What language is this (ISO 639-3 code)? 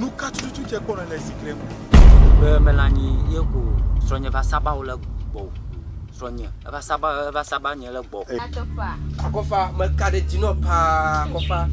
ewe